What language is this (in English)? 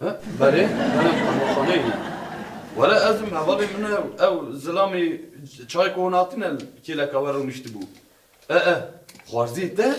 Kurdish